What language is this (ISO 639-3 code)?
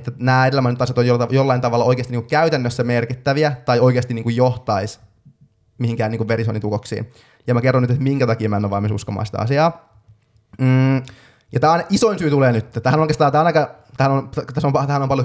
fin